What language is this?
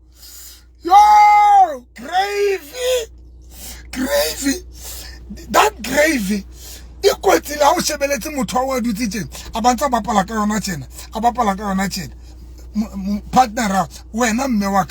Southern Sotho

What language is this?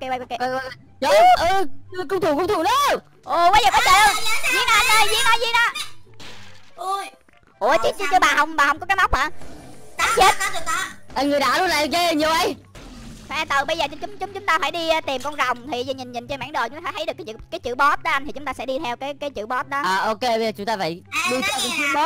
Vietnamese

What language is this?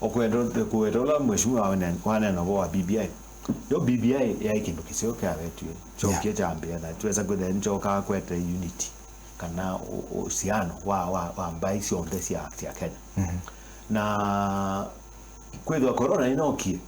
Kamba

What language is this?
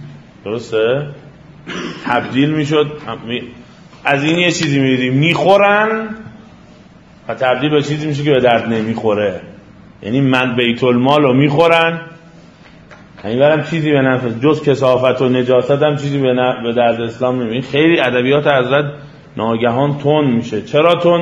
Persian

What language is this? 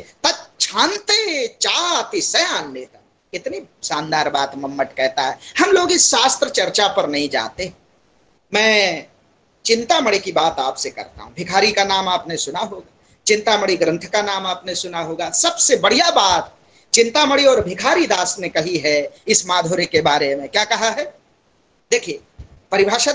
Hindi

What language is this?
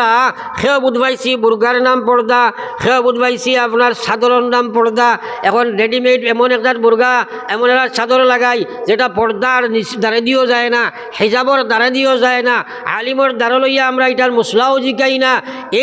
Sylheti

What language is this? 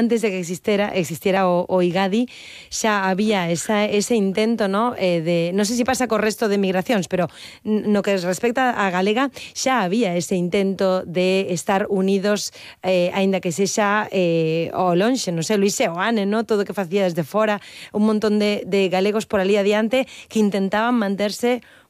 Galician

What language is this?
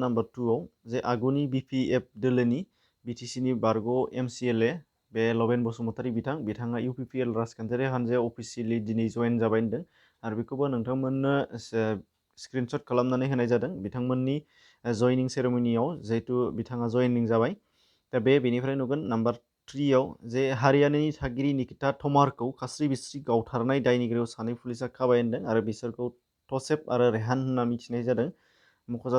Bodo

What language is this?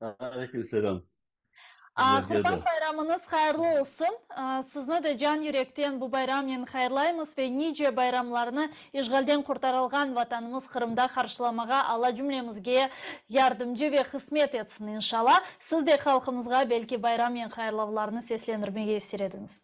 Crimean Tatar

